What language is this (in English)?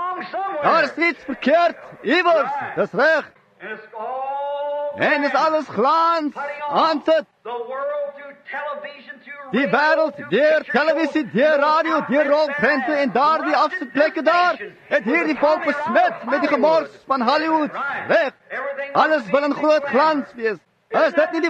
Afrikaans